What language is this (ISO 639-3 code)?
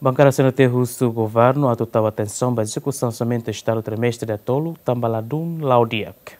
tet